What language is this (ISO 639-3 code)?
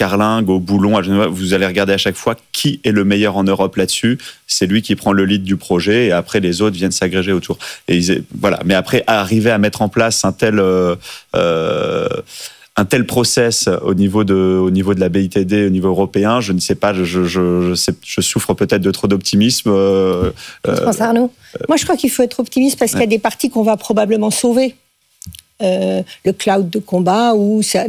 fra